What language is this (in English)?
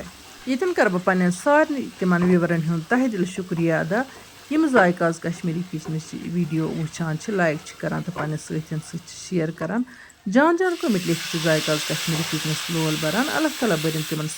Kashmiri